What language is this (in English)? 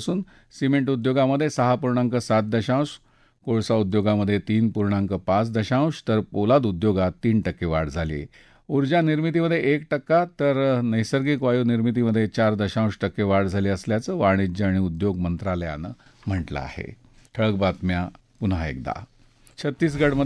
Marathi